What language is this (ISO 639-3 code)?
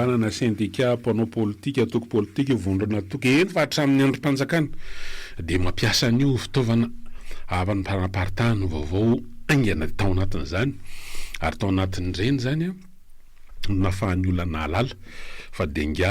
mlg